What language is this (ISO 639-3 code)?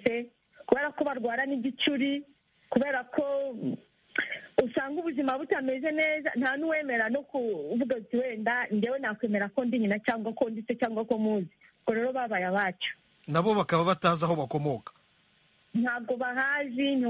kin